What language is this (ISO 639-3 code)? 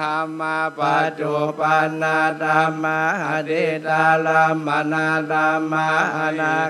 pli